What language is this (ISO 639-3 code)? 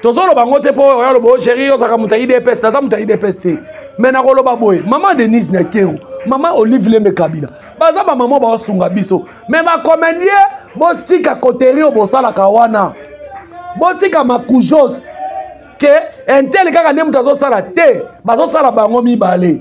lin